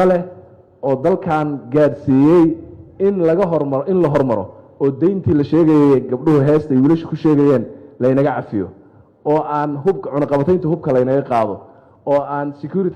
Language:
Somali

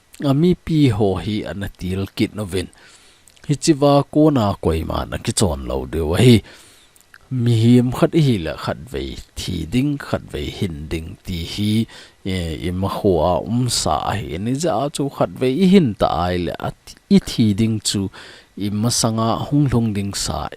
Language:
Thado Chin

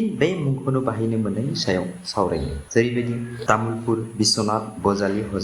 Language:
Bodo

